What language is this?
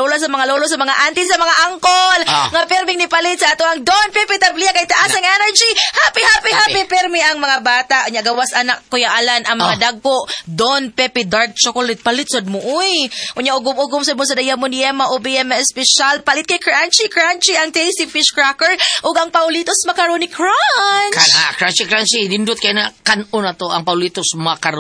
Cebuano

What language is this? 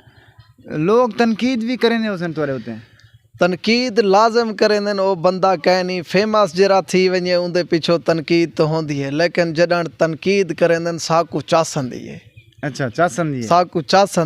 Saraiki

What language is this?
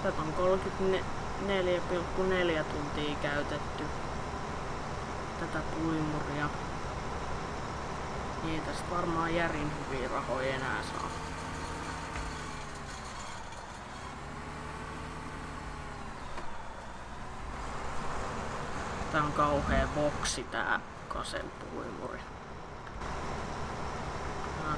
Finnish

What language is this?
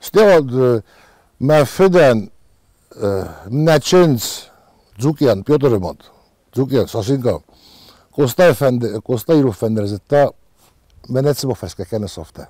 Ossetic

